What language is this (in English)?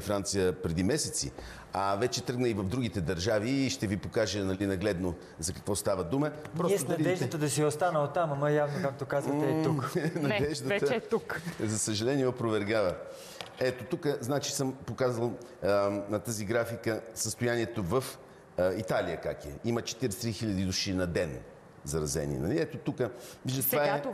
Bulgarian